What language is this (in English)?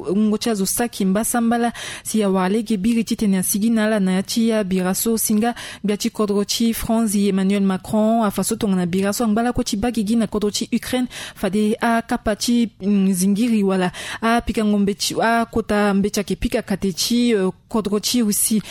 Sango